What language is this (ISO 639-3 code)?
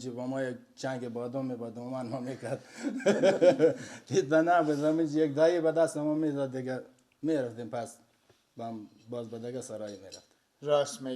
fas